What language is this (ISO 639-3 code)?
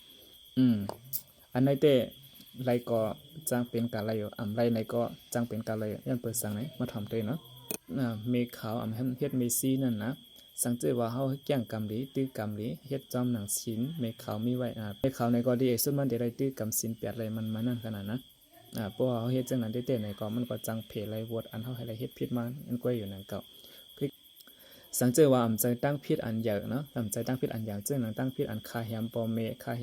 shn